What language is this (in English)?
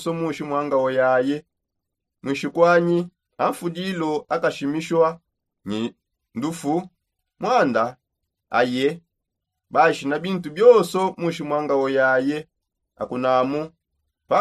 Songe